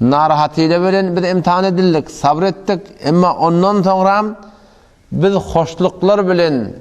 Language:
Turkmen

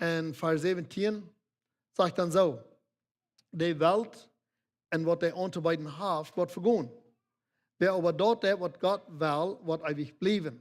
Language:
Plautdietsch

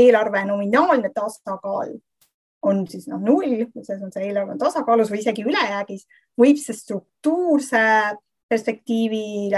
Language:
Estonian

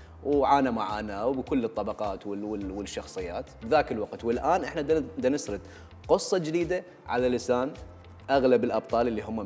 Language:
Mesopotamian Arabic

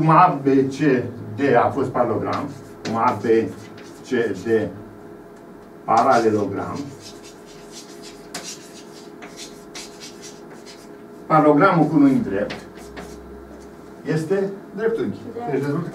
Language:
Romanian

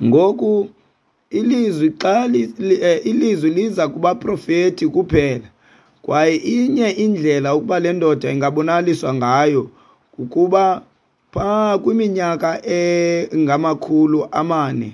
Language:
Xhosa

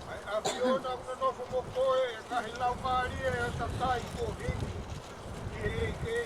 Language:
Tongan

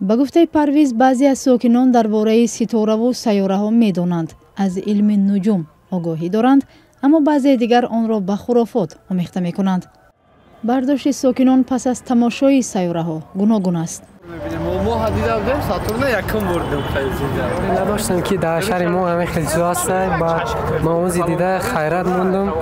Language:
Tajik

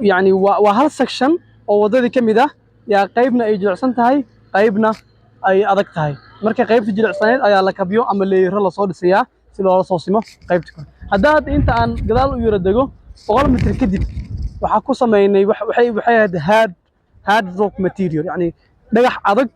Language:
Somali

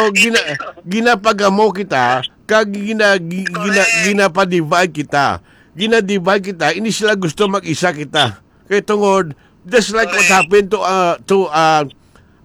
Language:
Hiligaynon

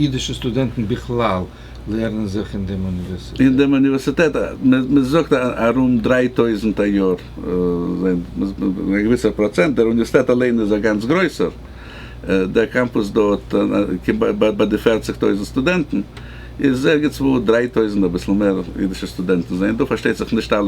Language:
Yiddish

